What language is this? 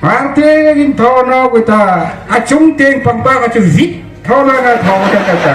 Hmar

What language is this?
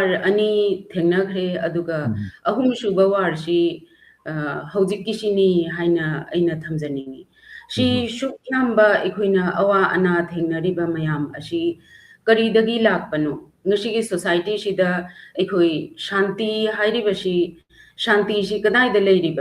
Manipuri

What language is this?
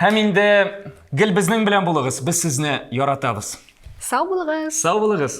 Tatar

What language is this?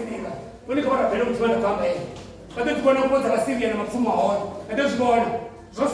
Venda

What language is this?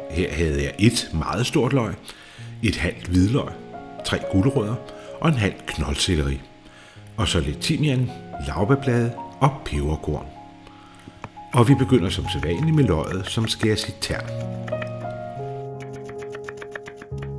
Danish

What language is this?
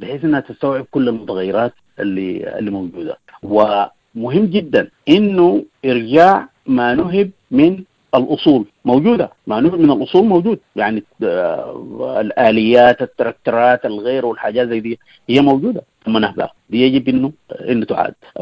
Sudanese Arabic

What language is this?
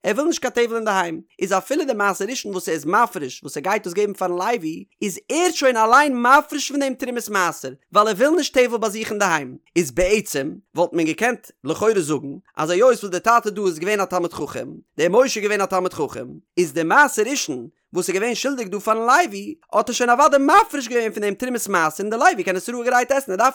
Yiddish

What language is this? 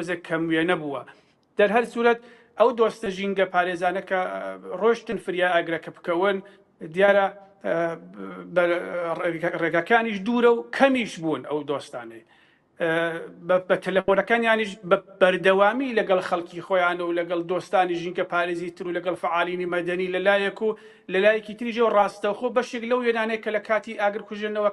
Central Kurdish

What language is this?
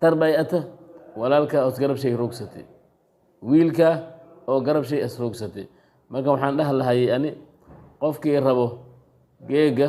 Somali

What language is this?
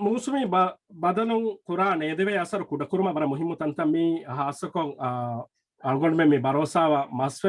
Divehi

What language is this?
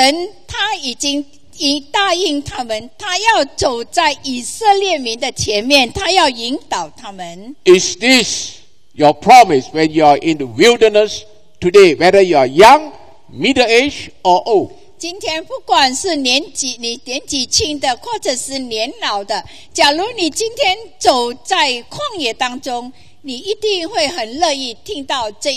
Chinese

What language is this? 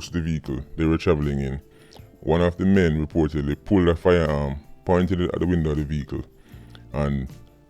Jamaican Creole English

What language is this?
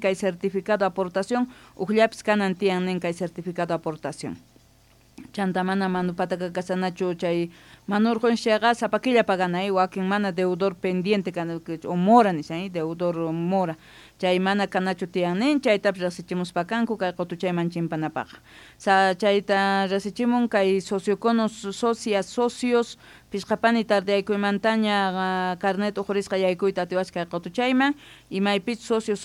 South Bolivian Quechua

